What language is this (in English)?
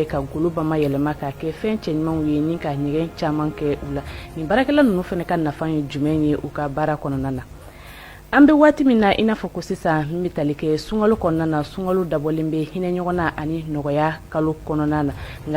Bambara